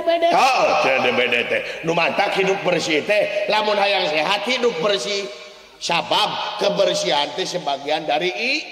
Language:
Sundanese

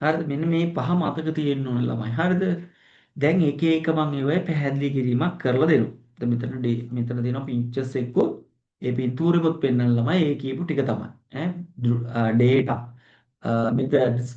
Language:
Sinhala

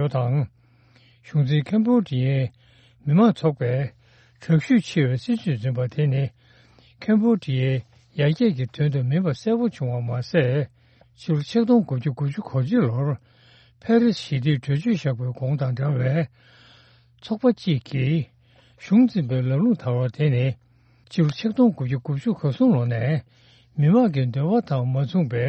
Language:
Tibetan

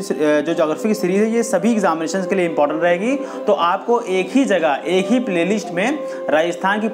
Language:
Hindi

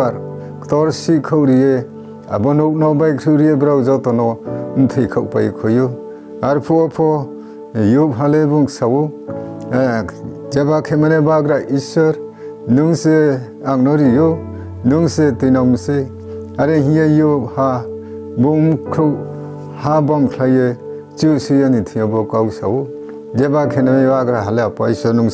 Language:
Riang (India)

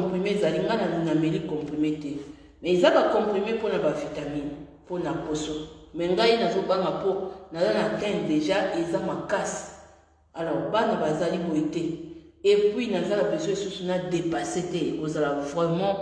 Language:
Lingala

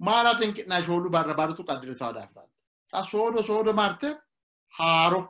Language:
Sidamo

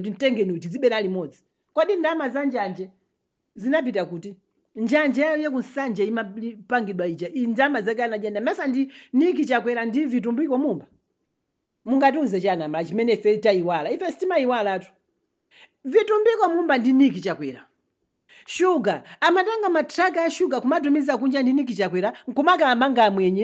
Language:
Nyanja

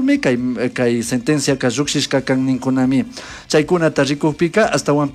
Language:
Chimborazo Highland Quichua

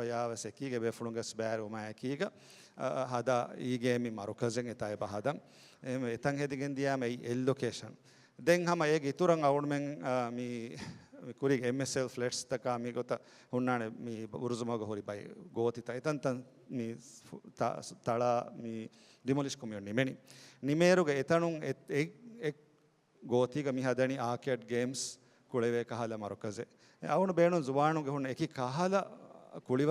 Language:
Divehi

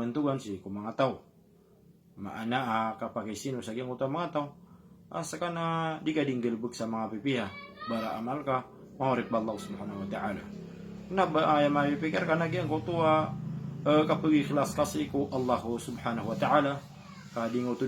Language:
Maranao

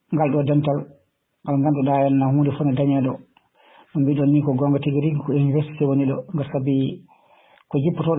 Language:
Fula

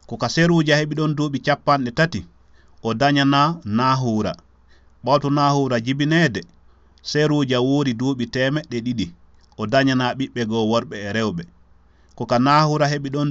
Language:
Fula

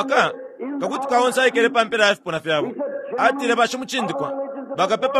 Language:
Bemba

